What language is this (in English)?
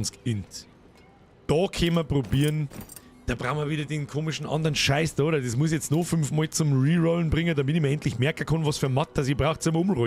Bavarian